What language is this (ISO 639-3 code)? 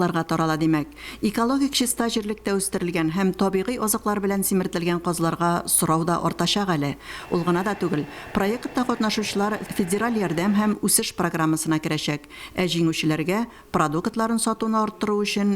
tat